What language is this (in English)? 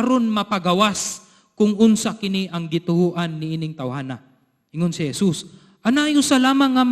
Cebuano